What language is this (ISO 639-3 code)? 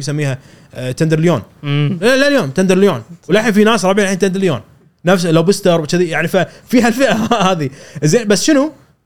afb